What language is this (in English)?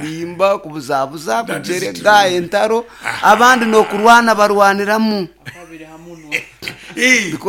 Nyoro